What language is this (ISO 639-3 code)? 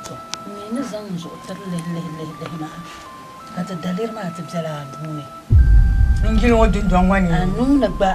dag